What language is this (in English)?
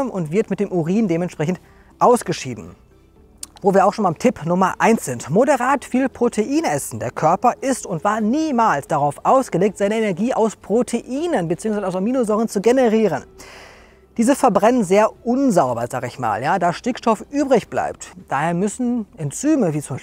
German